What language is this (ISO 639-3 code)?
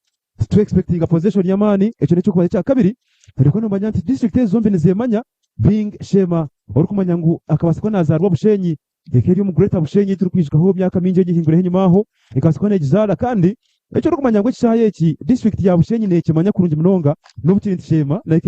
nyn